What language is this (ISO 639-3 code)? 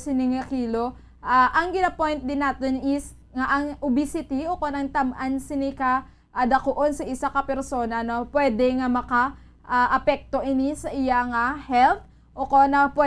hil